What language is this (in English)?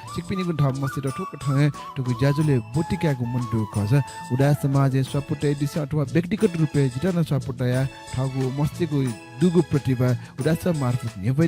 Newari